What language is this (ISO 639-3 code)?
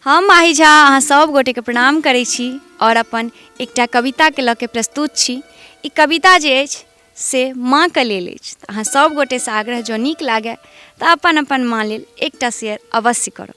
mai